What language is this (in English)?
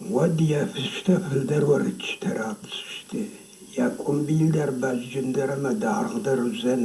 Ossetic